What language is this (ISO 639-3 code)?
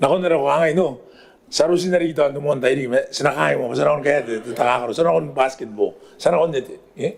gil